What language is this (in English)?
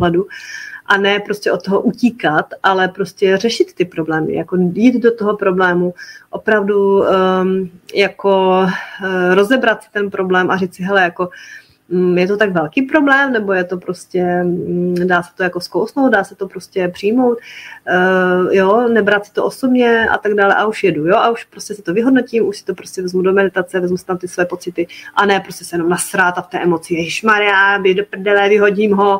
Czech